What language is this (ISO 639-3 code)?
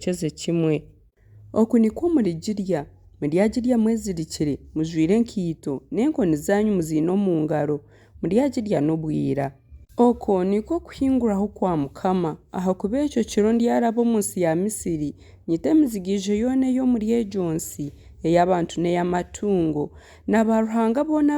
nyn